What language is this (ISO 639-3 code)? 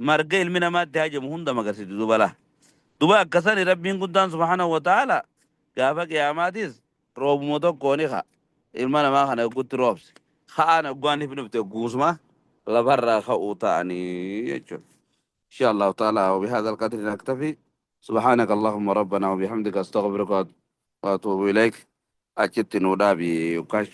orm